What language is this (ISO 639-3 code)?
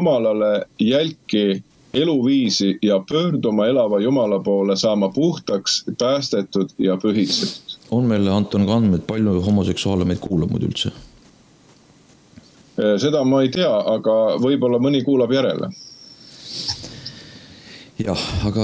est